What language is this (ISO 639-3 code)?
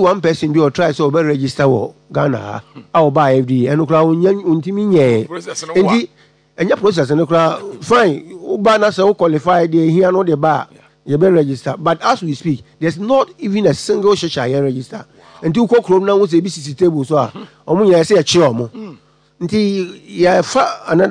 aka